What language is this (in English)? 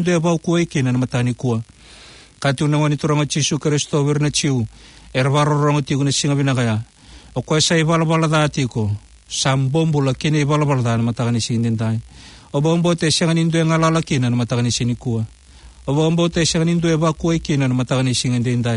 Fijian